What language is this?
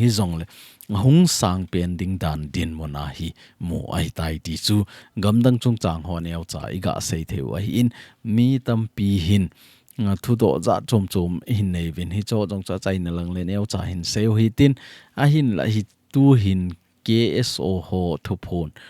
Thado Chin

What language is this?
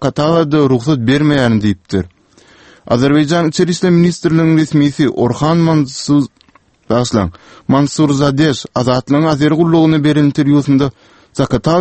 Turkmen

